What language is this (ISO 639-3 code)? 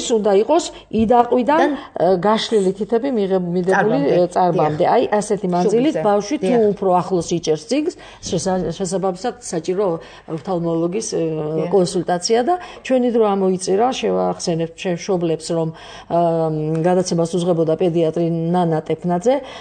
kat